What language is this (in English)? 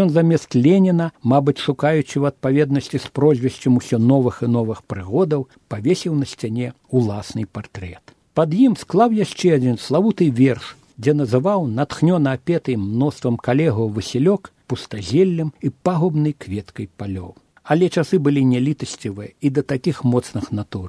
Belarusian